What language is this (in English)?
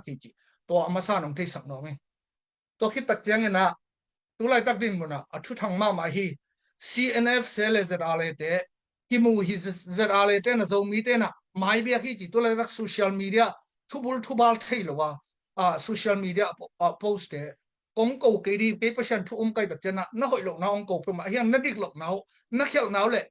Tedim Chin